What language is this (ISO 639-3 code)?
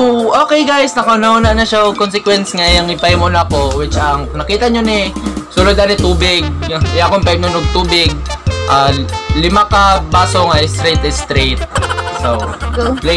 ceb